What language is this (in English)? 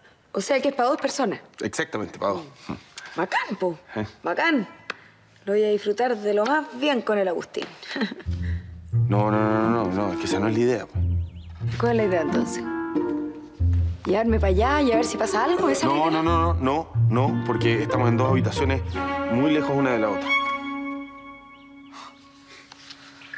Spanish